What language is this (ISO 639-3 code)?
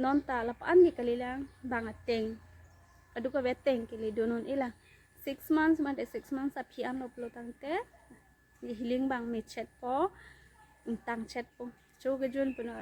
mjw